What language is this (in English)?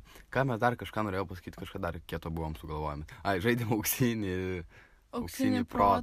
Lithuanian